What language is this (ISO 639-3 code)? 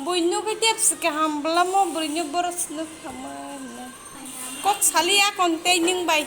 trp